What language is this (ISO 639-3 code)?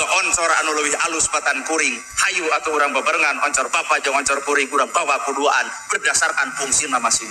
sun